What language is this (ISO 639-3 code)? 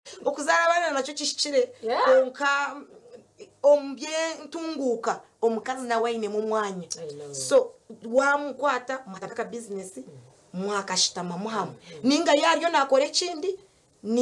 nyn